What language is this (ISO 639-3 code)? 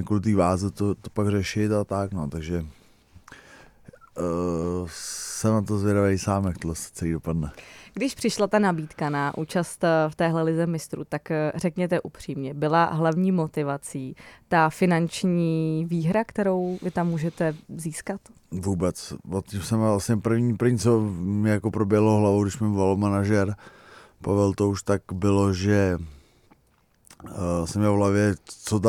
ces